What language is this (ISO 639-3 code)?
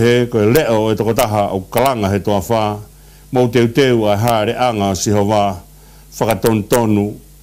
ton